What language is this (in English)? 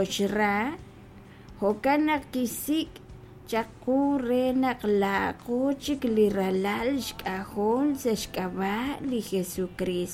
Kekchí